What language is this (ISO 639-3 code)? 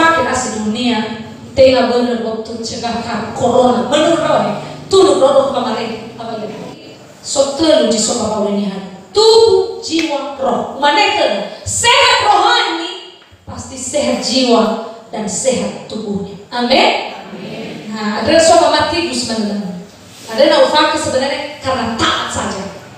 nia